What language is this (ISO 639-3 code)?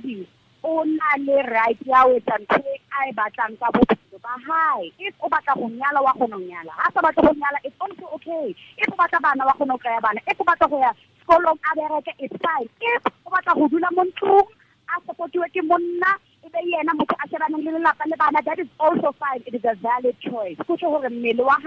tsn